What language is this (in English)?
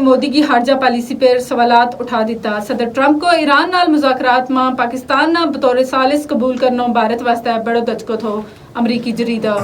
Gujari